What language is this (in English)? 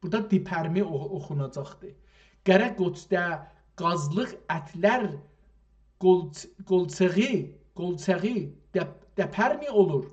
South Azerbaijani